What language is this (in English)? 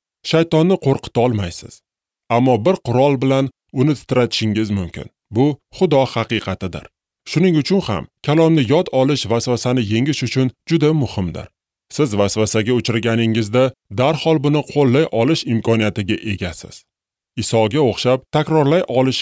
Uzbek